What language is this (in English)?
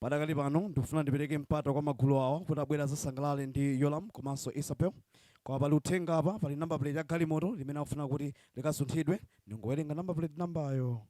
Nyanja